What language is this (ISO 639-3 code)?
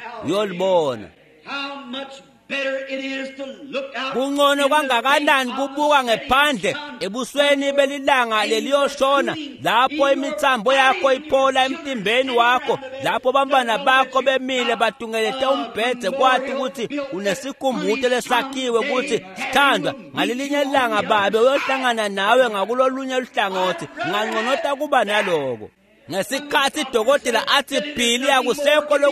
ssw